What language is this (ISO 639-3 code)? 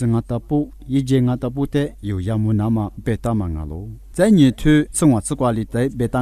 lis